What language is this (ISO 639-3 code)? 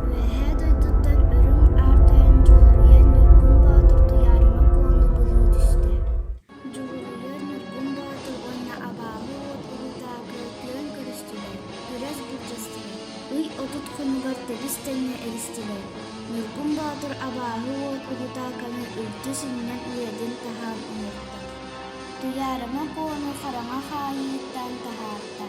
sah